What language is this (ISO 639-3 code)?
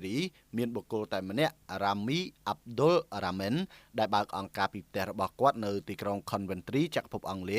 khm